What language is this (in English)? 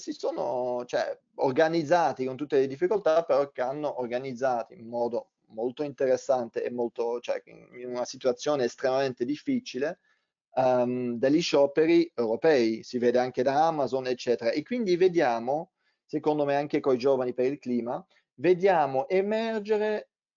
Italian